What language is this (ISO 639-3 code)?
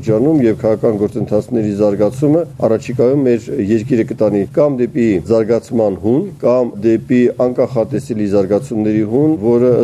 hye